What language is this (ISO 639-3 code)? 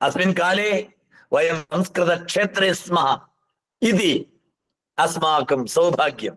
san